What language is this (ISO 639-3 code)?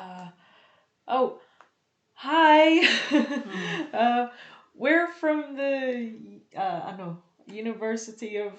hil